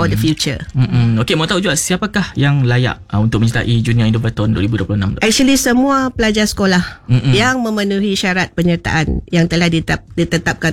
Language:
Malay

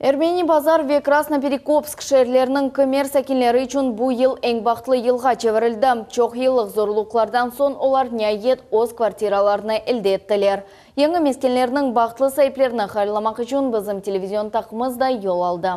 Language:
Crimean Tatar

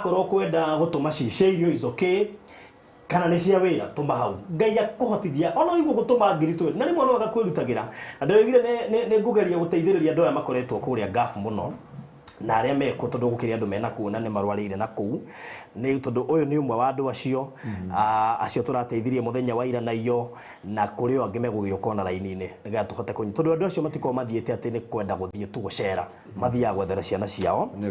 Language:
Kikuyu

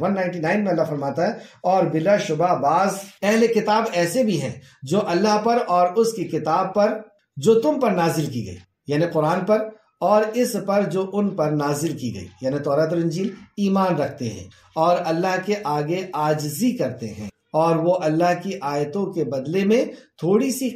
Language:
Urdu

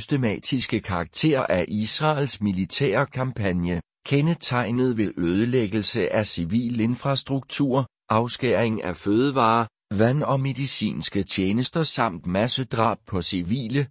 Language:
Danish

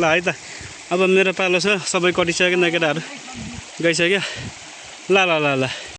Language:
Nepali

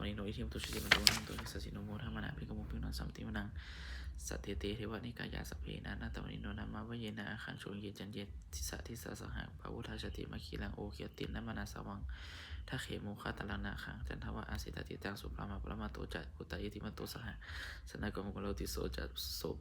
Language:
Pali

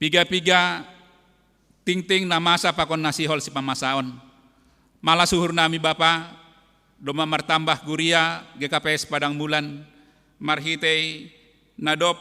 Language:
Batak Simalungun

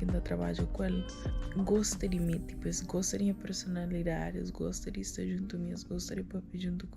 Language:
Kabuverdianu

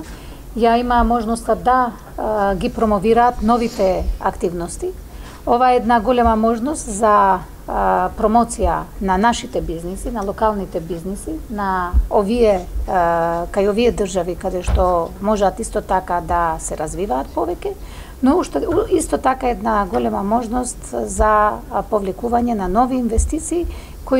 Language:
Macedonian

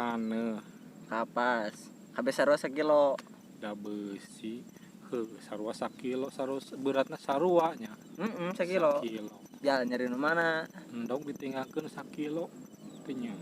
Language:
Sundanese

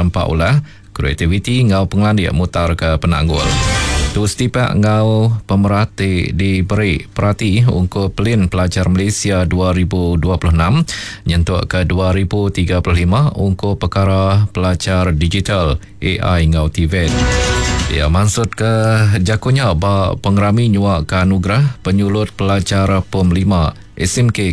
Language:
Iban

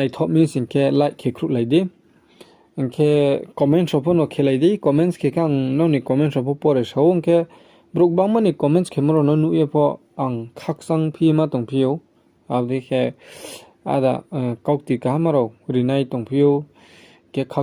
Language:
Riang (India)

